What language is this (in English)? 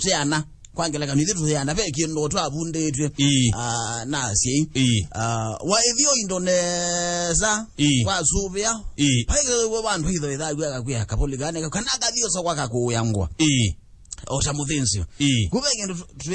Kamba